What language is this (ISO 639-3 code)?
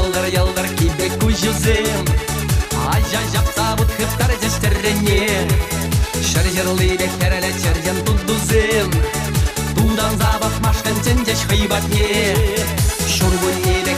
chv